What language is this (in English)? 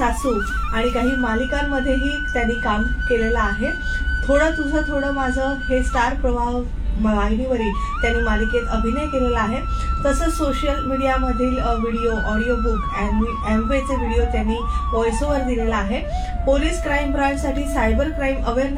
Marathi